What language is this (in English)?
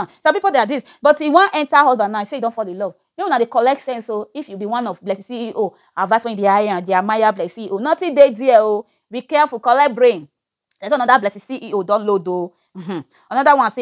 Nigerian Pidgin